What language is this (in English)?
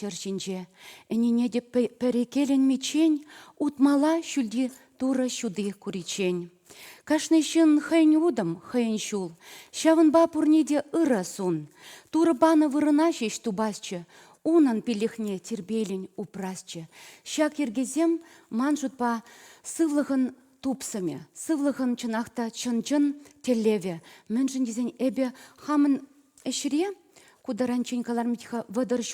Chuvash